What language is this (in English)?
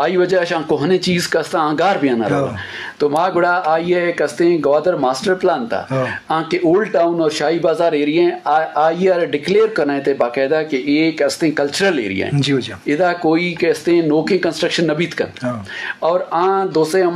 Eastern Balochi